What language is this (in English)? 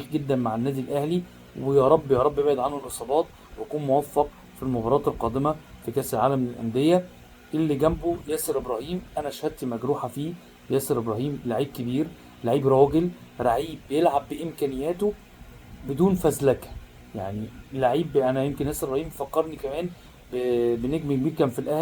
Egyptian Arabic